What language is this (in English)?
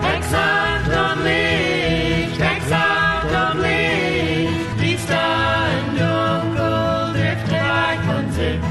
Plautdietsch